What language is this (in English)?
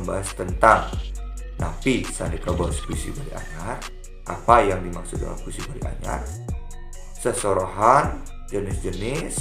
Balinese